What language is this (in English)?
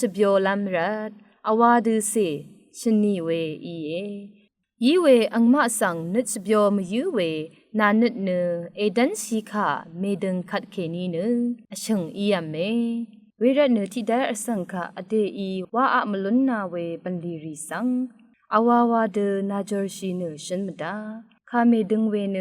Rawang